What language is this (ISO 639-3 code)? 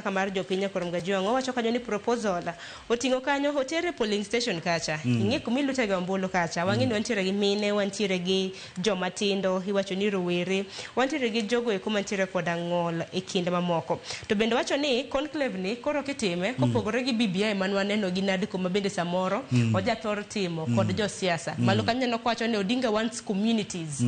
luo